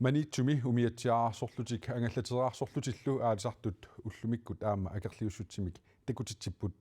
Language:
Kalaallisut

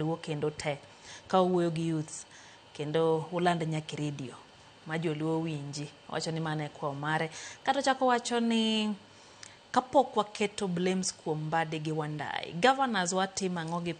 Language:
Luo (Kenya and Tanzania)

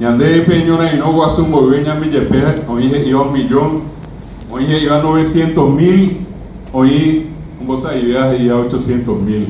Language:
Guarani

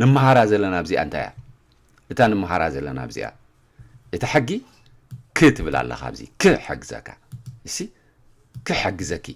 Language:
Tigrinya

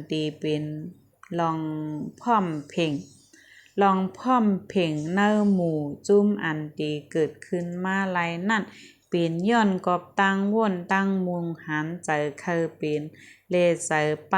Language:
Shan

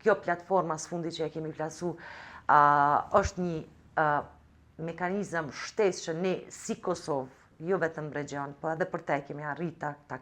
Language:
Albanian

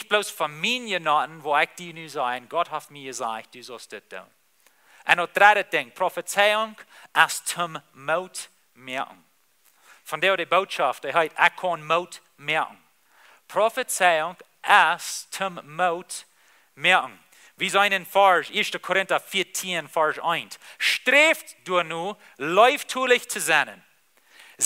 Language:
Plautdietsch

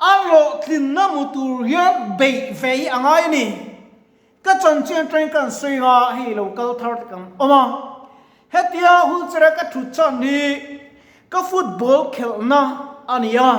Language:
Mizo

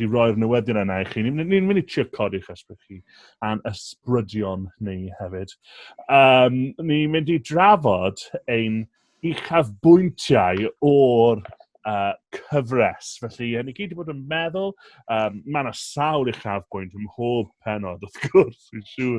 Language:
Welsh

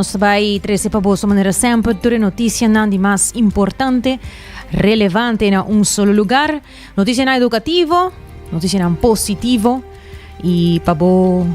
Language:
Papiamento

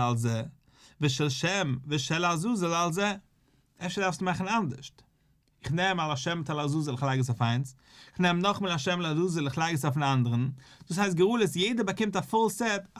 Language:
Yiddish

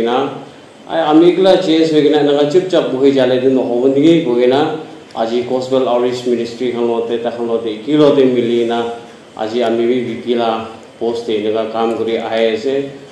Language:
Naga Pidgin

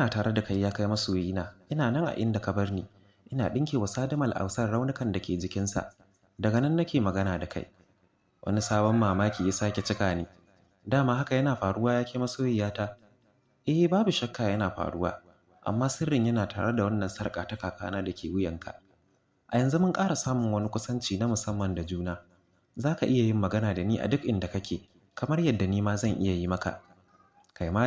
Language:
Hausa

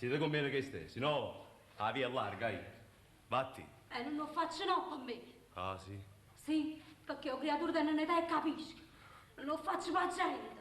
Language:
Neapolitan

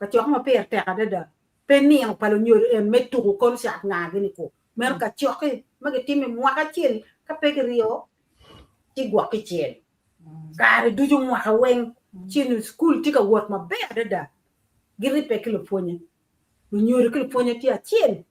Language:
Acoli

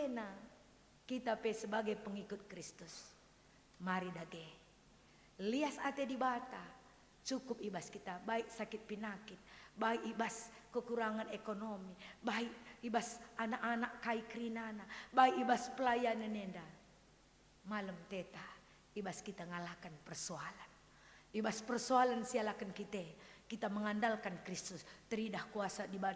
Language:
Batak Karo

